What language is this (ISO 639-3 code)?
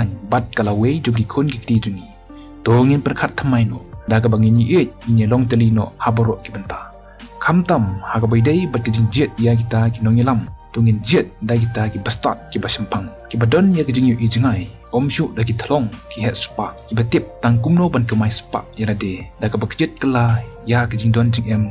kha